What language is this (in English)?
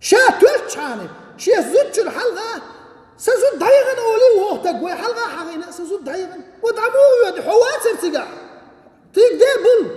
Chechen